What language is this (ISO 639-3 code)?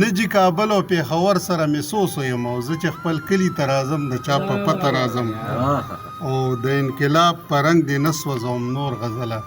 pus